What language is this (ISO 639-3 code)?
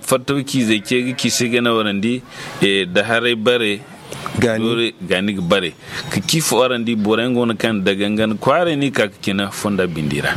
dje